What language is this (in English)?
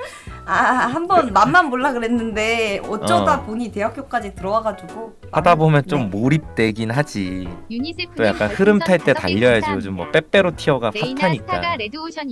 Korean